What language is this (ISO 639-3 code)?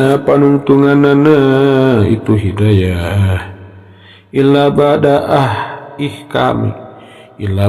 sun